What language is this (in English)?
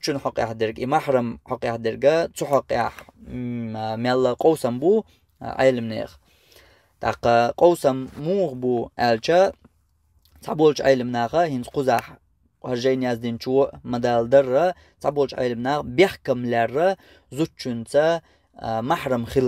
Chechen